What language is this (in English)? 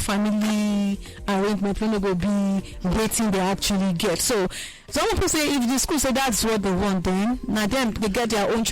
Nigerian Pidgin